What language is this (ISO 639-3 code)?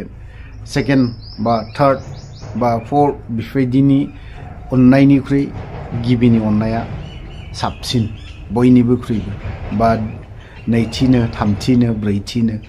brx